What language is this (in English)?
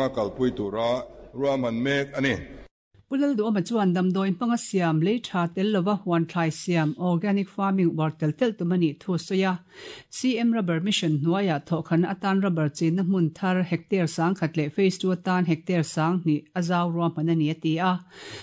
Mizo